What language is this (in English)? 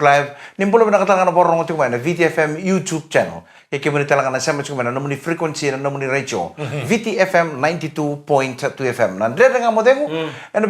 Fijian